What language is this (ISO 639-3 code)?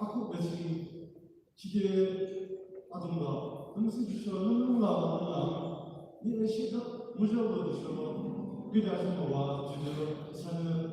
yim